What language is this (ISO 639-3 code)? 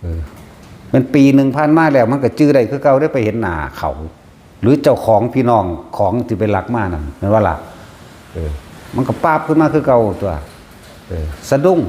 tts